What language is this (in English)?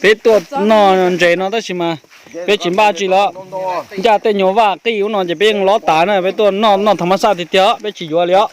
Hmong